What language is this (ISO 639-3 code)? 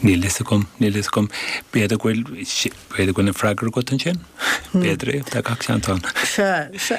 gle